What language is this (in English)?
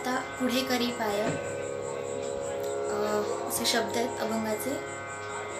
Marathi